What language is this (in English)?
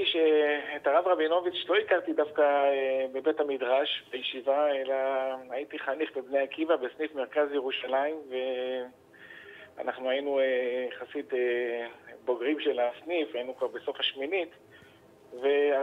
Hebrew